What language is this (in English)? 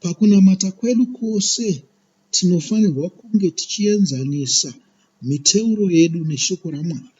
Shona